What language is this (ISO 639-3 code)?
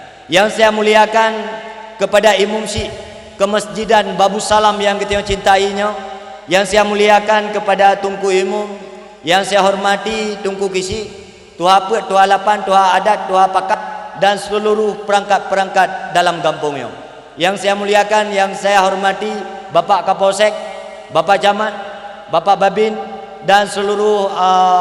ace